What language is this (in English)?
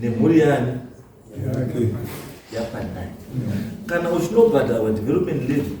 Shona